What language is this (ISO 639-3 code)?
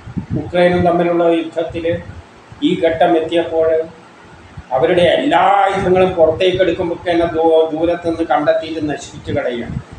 mal